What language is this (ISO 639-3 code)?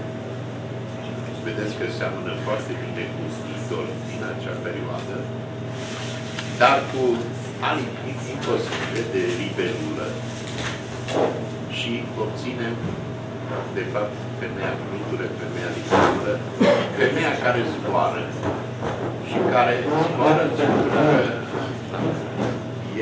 ron